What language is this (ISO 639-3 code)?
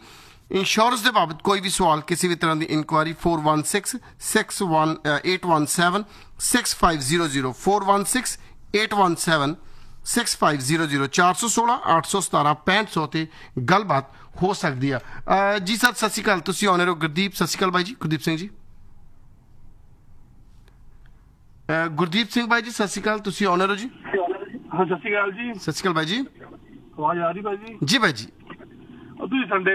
pan